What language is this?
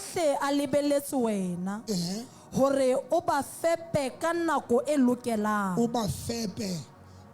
Southern Sotho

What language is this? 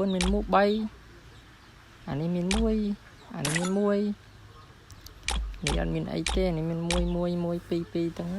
Khmer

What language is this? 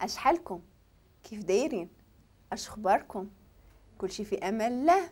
Moroccan Arabic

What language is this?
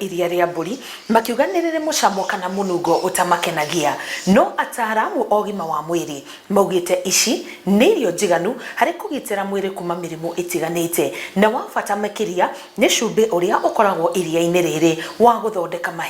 Kikuyu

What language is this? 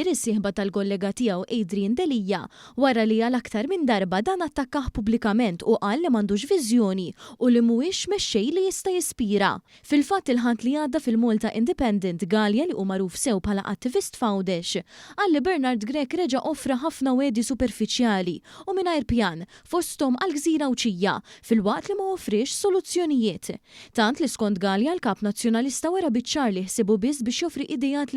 Maltese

